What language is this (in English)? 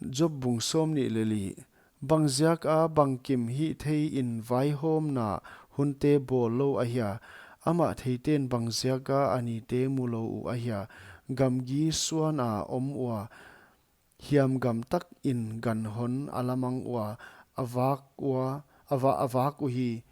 Paite Chin